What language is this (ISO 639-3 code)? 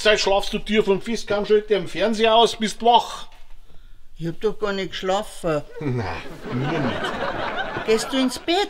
bar